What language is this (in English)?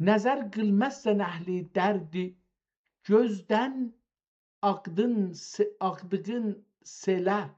South Azerbaijani